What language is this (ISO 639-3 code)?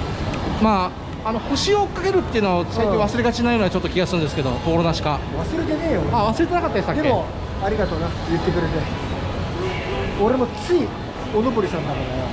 jpn